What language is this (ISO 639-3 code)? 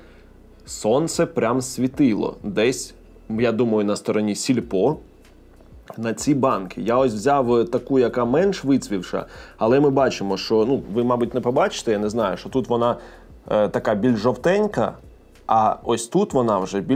ukr